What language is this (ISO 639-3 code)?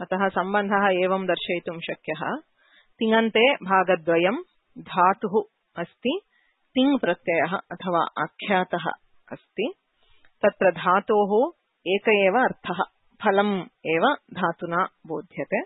san